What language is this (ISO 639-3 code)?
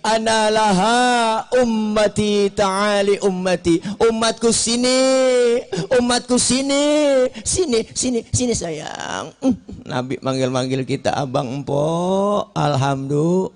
bew